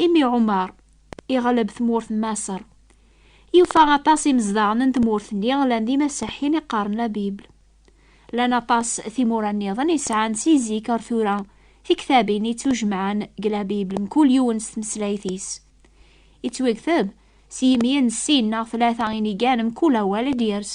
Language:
Kabyle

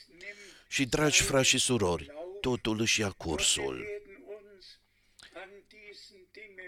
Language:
Romanian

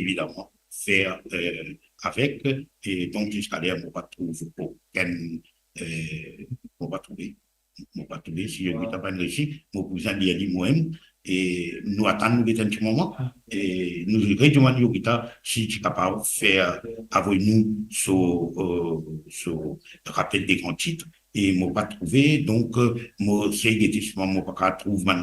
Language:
Morisyen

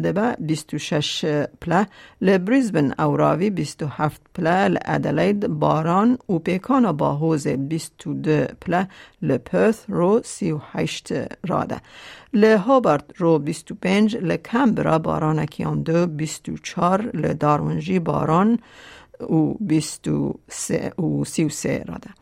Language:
Kurdish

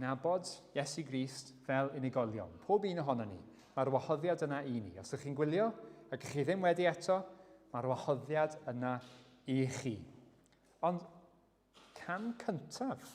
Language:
Welsh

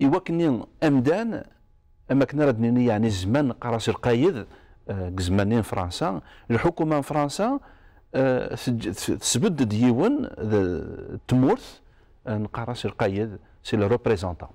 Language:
Kabyle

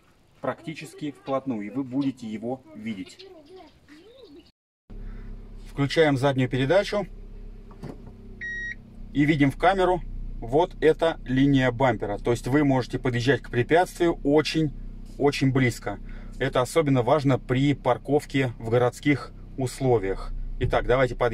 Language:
Russian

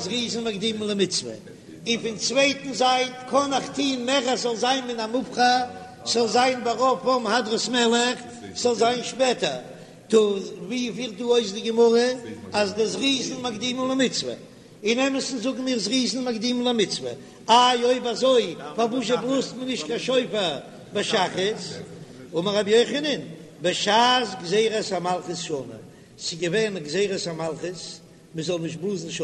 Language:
Yiddish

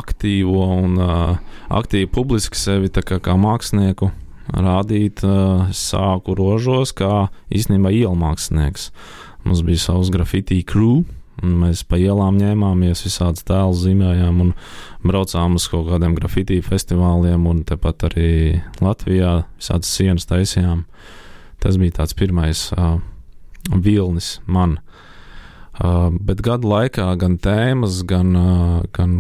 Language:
Latvian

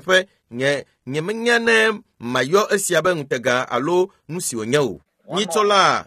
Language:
Ewe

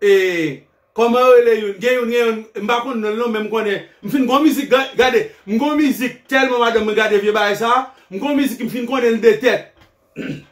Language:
Haitian Creole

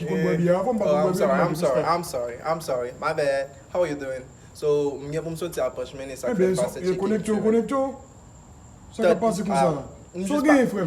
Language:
Haitian Creole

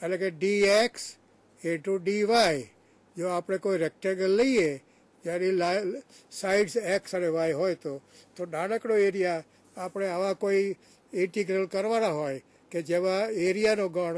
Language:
Gujarati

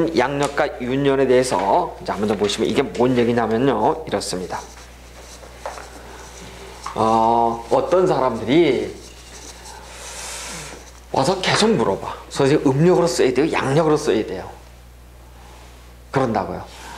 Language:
Korean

